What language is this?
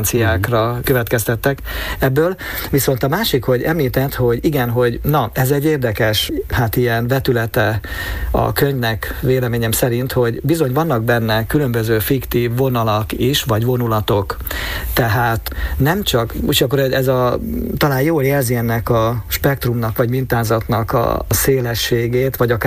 Hungarian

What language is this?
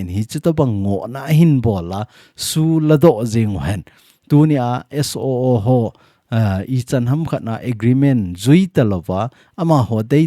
Thado Chin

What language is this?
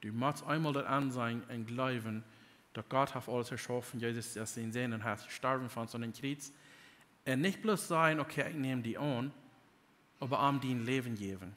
Plautdietsch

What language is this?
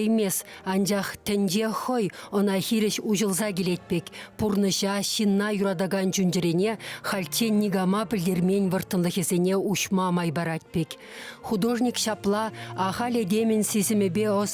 Chuvash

